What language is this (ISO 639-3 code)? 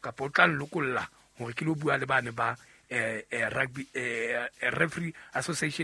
sot